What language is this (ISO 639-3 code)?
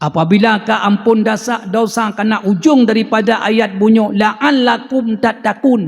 ace